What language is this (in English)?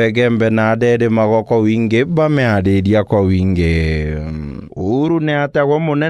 Meru